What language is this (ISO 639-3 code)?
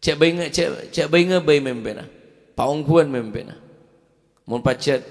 mad